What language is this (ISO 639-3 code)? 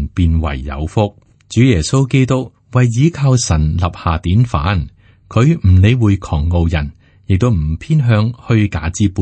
yue